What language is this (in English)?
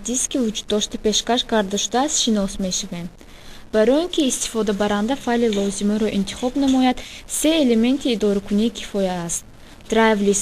Tajik